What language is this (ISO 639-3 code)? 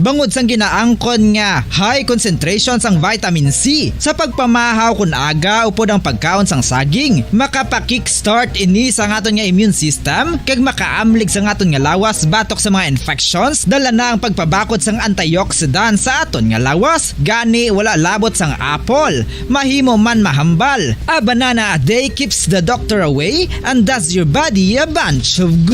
hil